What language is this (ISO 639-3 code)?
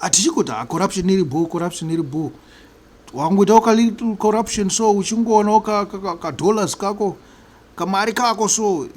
sna